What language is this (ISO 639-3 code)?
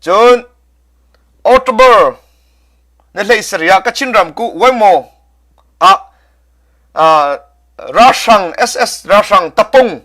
cnh